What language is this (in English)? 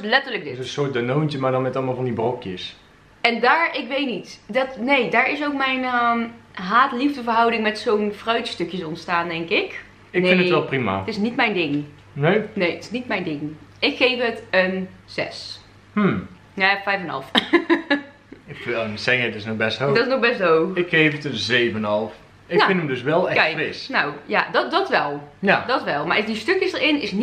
Dutch